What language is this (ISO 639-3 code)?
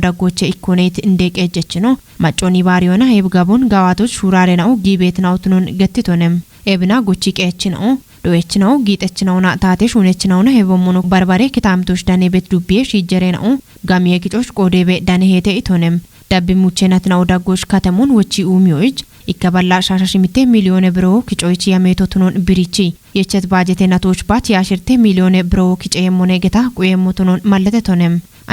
kbr